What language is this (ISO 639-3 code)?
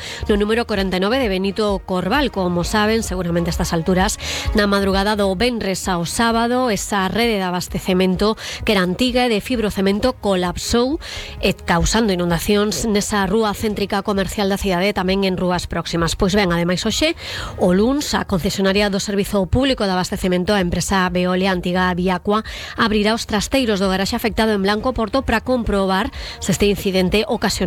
glg